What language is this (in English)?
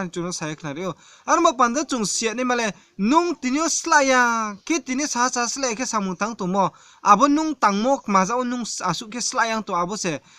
Riang (India)